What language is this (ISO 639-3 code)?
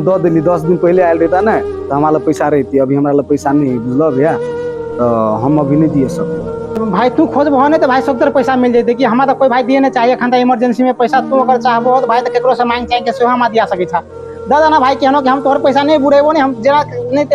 mai